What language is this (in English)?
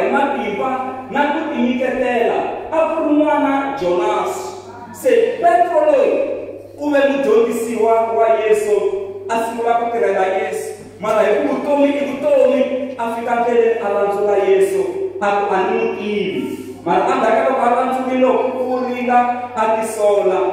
Tsonga